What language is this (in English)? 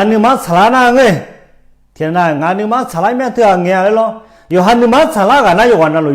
Akha